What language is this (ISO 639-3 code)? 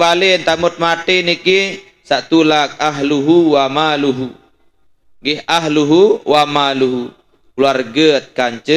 sas